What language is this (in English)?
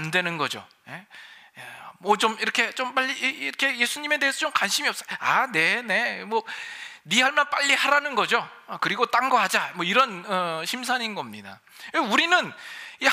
Korean